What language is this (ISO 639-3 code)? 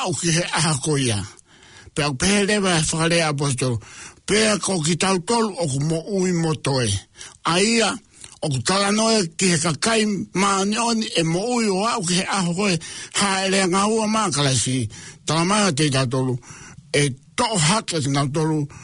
ton